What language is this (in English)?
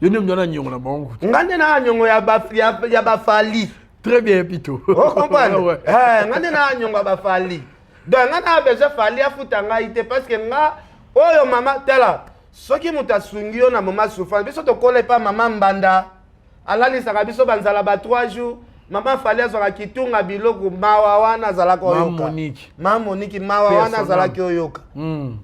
Lingala